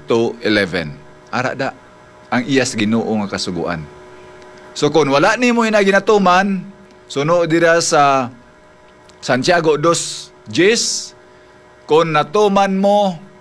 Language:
Hiligaynon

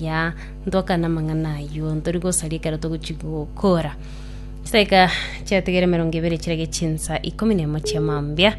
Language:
Gusii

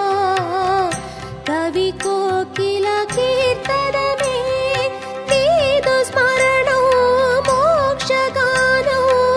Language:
Telugu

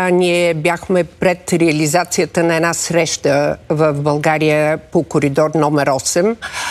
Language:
Bulgarian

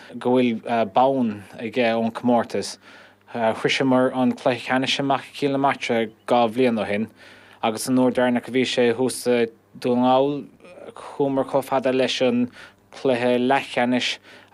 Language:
Irish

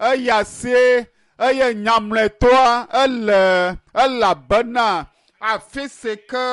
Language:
Ewe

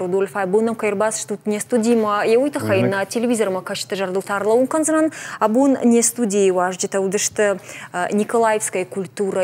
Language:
Ossetic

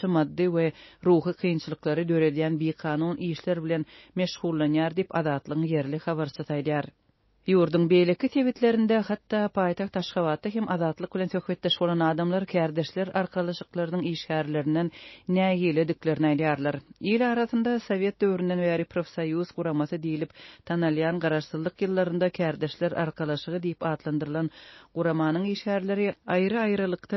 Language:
Turkmen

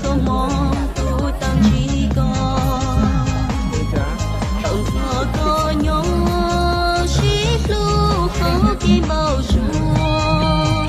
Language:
Hmong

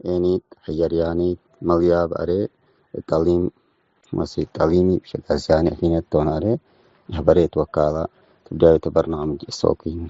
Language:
Tigre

